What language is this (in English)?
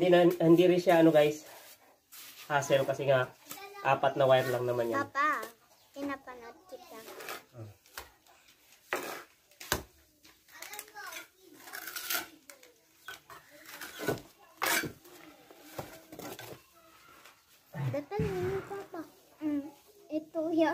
Filipino